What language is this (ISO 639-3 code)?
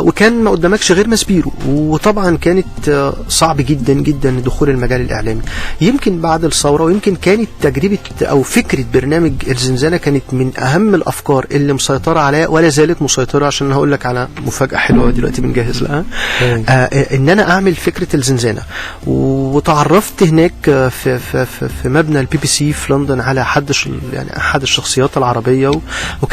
arz